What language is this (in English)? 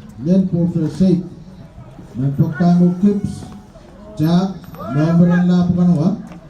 Pohnpeian